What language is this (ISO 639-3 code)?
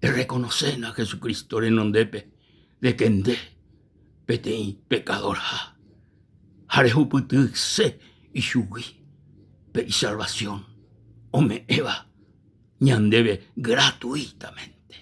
grn